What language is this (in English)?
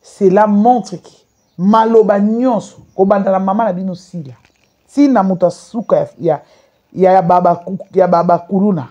Lingala